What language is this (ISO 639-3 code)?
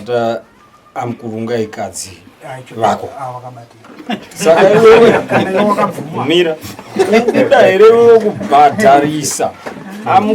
sna